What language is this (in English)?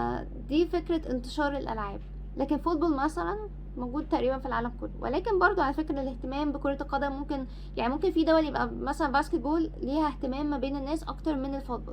Egyptian Arabic